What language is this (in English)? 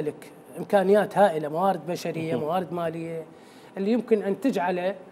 Mesopotamian Arabic